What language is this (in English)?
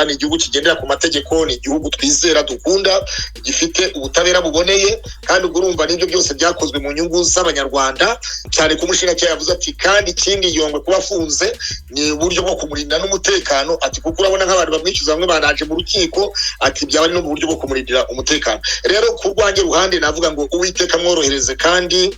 Kinyarwanda